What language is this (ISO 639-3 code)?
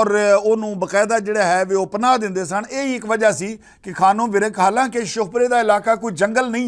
lah